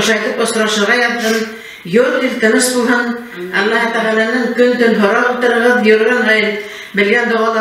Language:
Bashkir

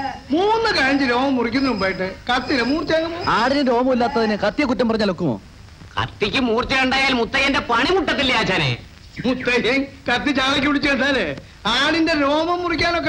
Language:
Malayalam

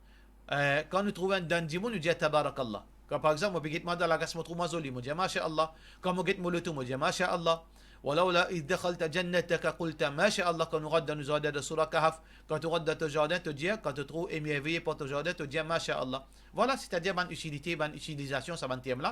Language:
Morisyen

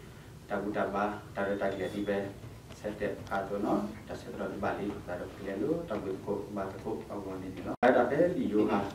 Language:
S'gaw Karen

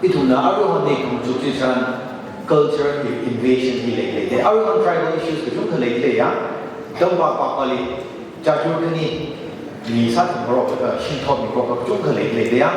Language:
Tangkhul Naga (India)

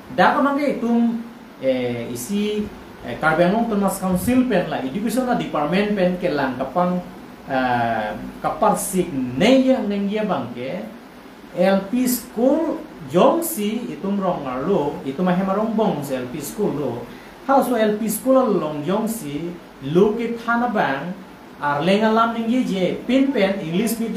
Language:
Karbi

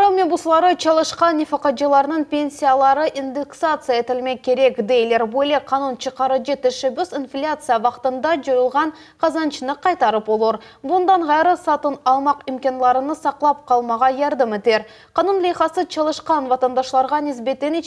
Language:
Crimean Tatar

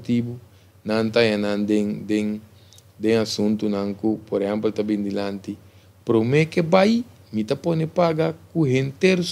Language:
Papiamento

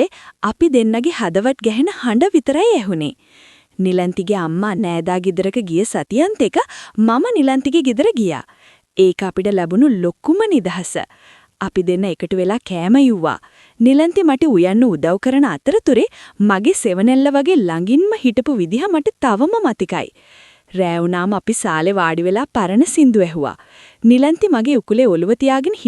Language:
Sinhala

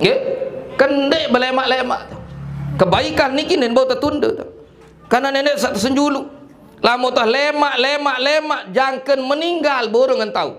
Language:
Sasak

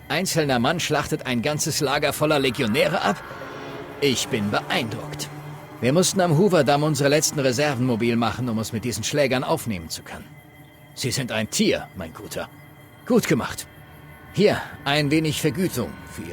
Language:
Bavarian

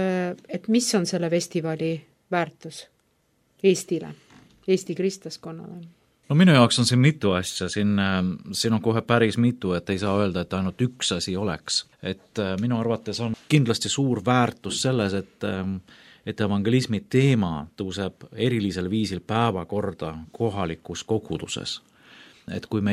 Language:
Estonian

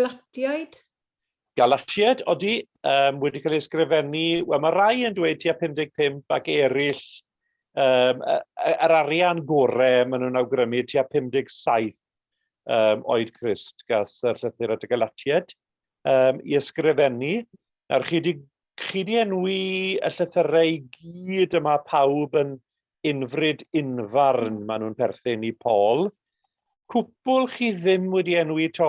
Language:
Welsh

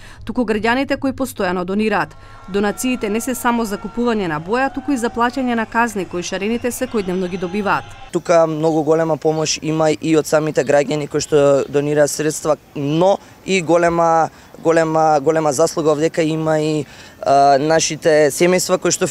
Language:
Macedonian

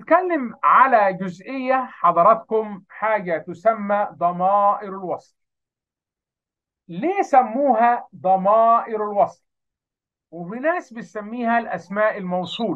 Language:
Egyptian Arabic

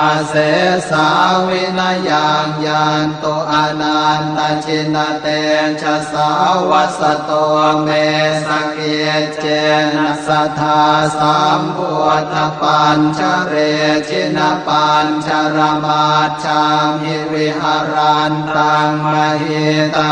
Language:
Pali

